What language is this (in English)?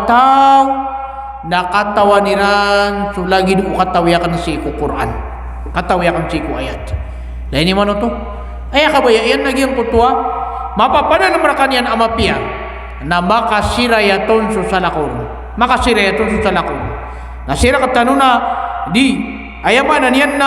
Maranao